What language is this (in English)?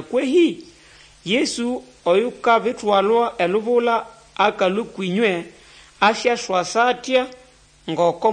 Nande